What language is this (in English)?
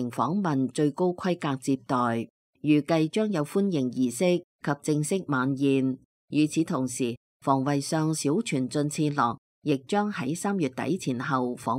Cantonese